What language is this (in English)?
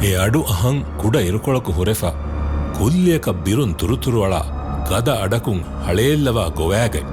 Divehi